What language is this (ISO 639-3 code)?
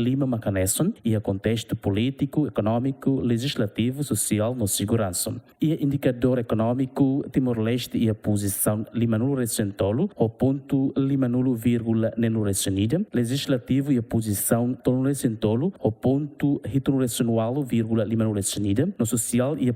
tet